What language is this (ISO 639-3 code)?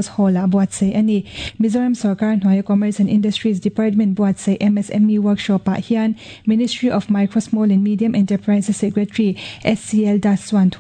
lus